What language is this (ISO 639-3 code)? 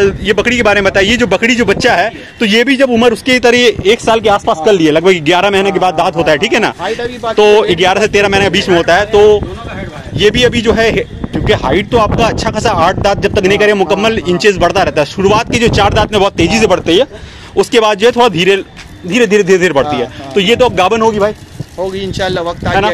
hin